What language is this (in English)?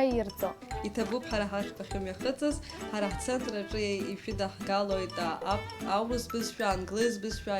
Abkhazian